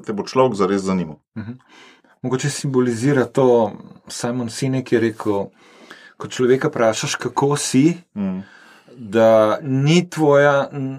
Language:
Slovenian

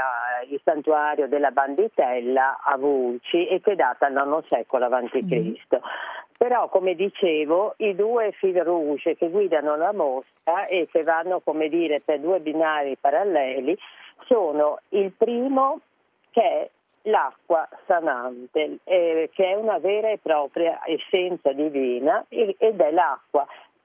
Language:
Italian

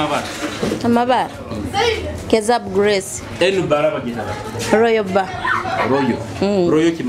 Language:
Nyoro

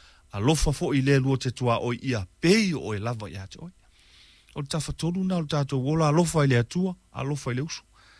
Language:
Samoan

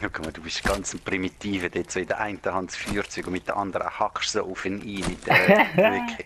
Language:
Swiss German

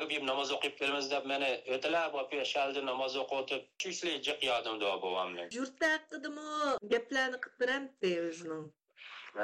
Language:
Uyghur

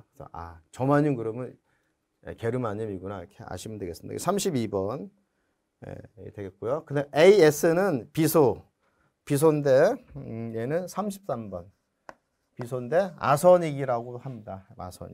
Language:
Korean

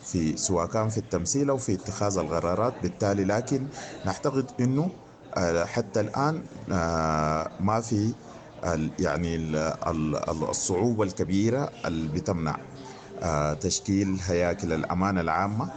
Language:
Sudanese Arabic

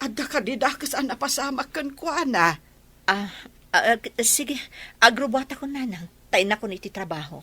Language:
Iloko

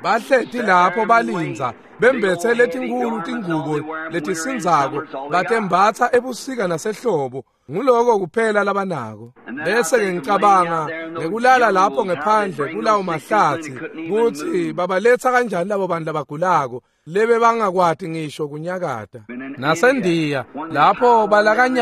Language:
Swati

